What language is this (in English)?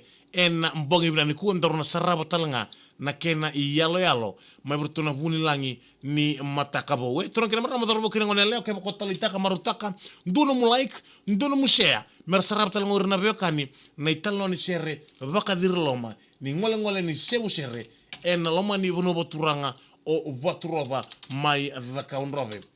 Fijian